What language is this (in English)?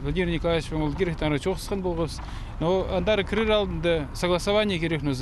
Khakas